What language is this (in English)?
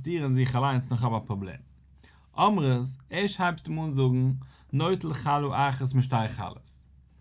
Yiddish